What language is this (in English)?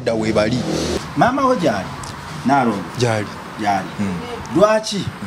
Ganda